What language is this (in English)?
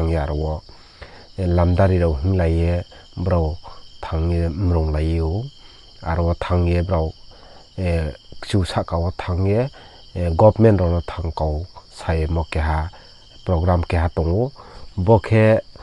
Riang (India)